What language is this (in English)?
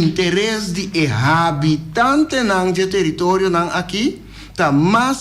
Papiamento